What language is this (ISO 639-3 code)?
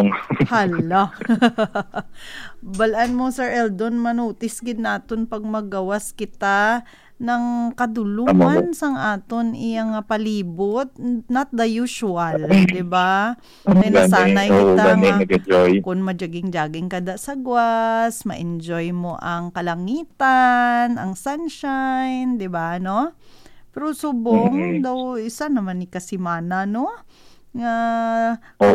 hil